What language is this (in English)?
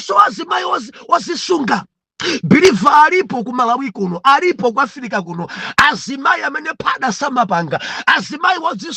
Nyanja